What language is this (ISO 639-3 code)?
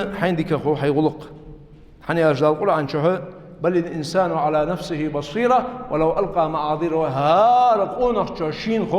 inh